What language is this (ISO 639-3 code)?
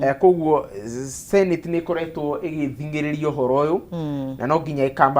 kik